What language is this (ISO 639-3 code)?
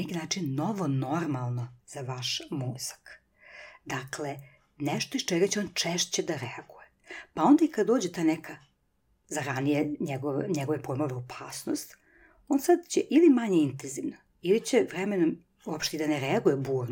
srp